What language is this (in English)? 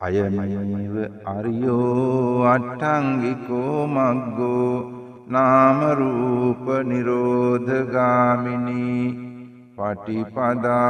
Sinhala